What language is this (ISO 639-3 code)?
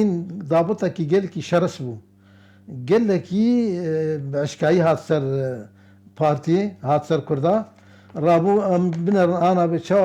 kur